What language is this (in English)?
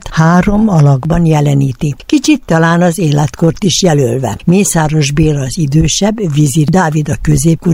Hungarian